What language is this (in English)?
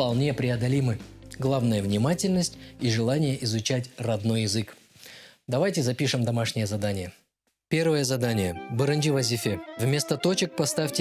Crimean Tatar